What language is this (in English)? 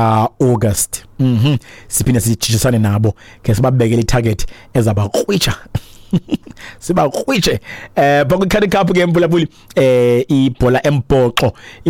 Xhosa